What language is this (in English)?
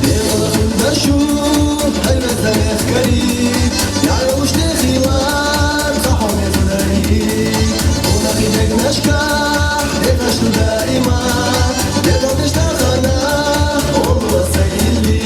Chechen